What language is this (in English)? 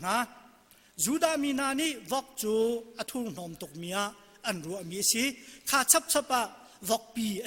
Hakha Chin